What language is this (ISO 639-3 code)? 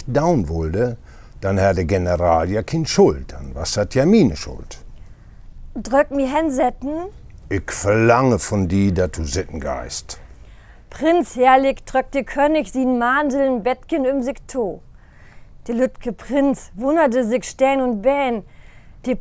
nds